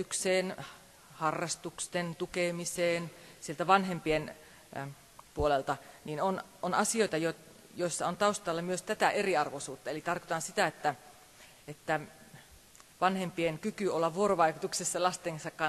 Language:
Finnish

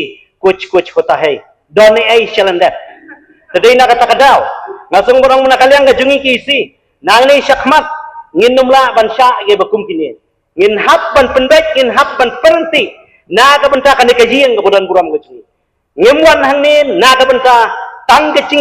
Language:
Khasi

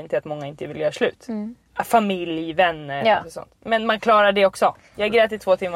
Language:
Swedish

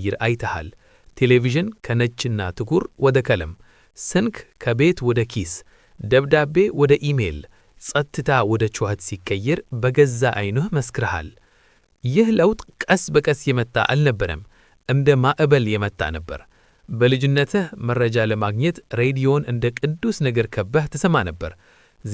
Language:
Amharic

